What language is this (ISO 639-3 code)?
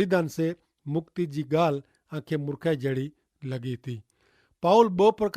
kfr